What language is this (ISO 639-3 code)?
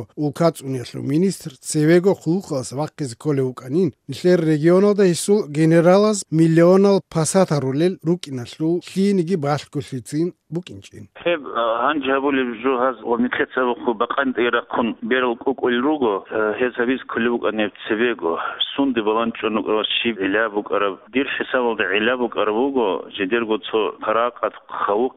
ava